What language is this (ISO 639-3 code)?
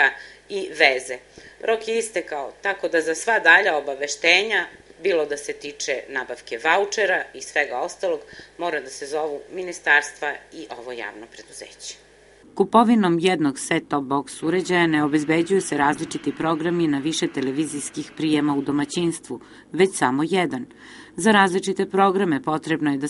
srp